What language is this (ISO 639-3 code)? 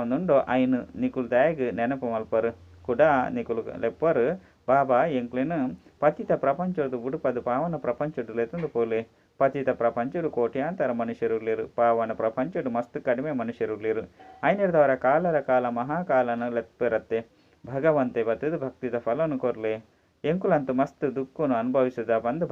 tcy